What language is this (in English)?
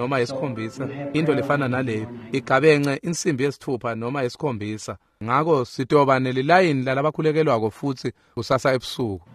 Swati